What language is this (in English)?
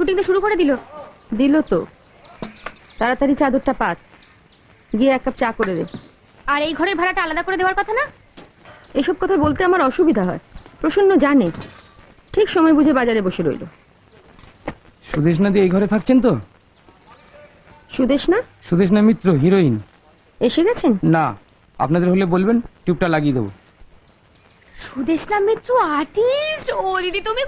Bangla